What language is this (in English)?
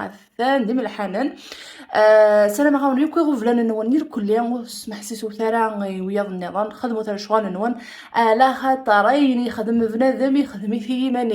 Kabyle